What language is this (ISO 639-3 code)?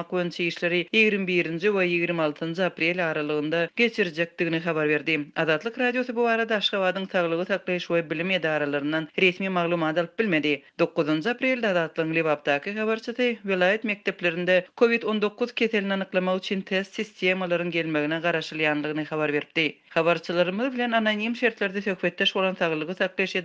tuk